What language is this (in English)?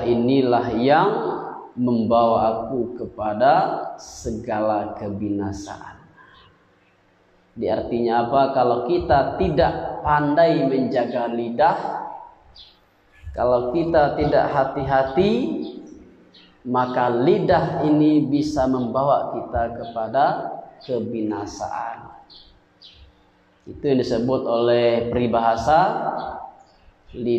Indonesian